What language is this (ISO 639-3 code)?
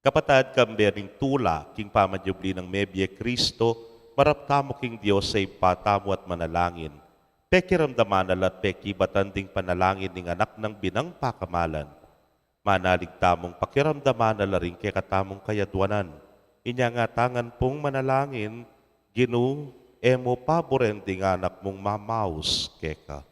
pam